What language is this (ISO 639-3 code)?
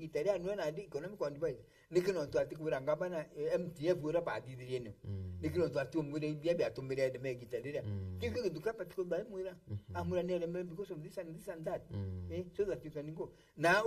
mer